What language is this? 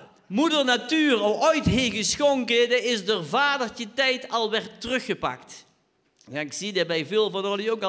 Limburgish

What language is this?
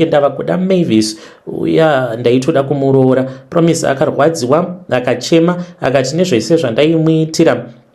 Shona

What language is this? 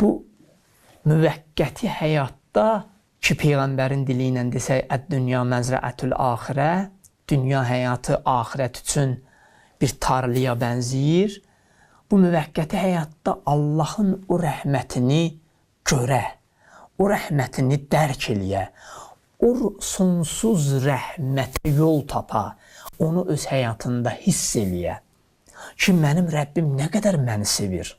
Azerbaijani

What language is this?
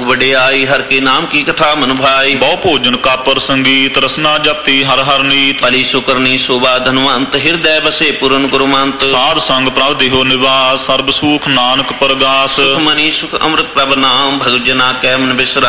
Punjabi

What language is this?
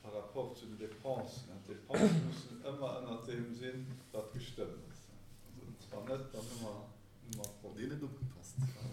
Luxembourgish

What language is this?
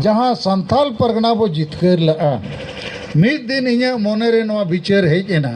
Santali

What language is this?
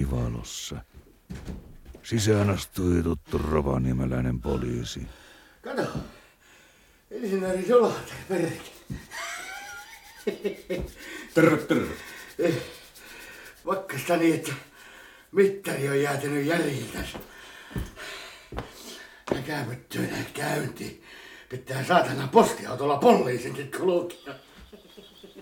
Finnish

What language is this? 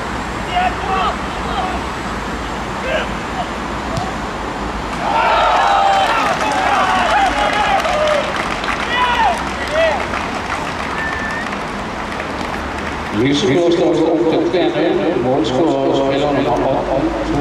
Norwegian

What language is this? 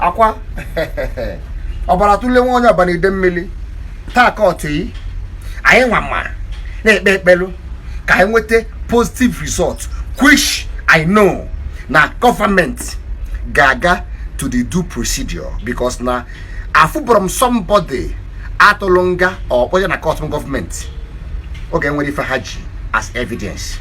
Igbo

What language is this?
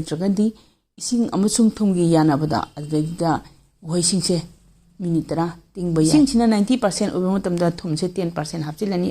Manipuri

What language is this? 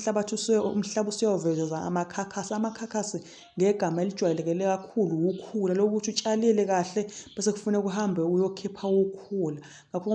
Zulu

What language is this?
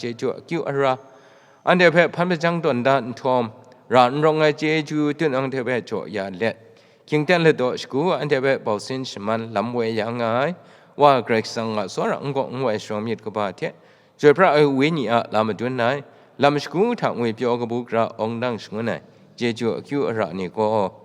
Kachin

